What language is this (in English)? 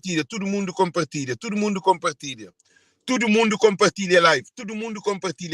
Kabuverdianu